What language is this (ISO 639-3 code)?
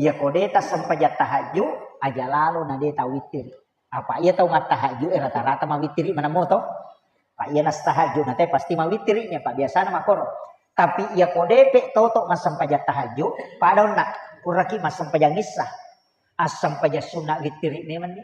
bug